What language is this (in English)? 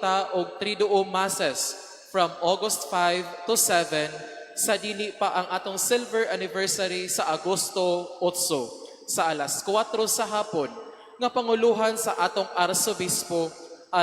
Cebuano